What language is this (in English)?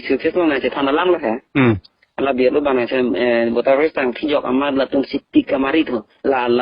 Karbi